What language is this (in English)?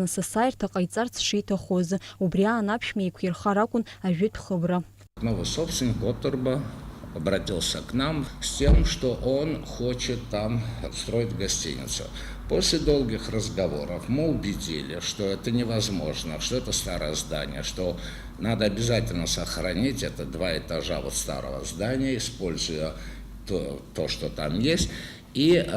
Abkhazian